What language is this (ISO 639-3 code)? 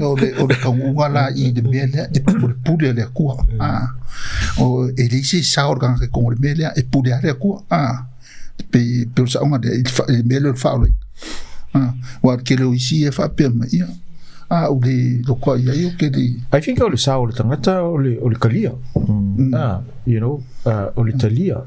smo